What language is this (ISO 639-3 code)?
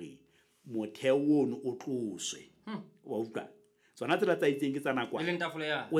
sot